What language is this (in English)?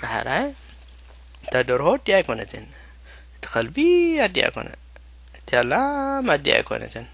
Tigrinya